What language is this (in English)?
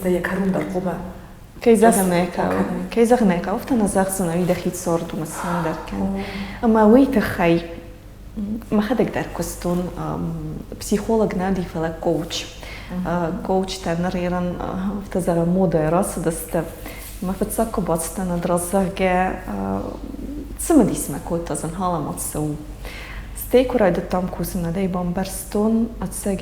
Ossetic